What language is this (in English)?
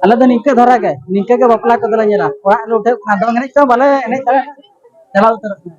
Santali